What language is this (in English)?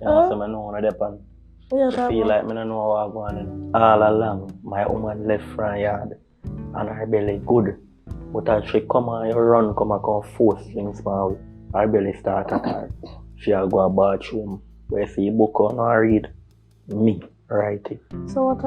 Jamaican Creole English